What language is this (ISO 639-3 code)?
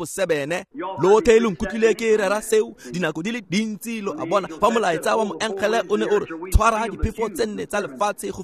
tsn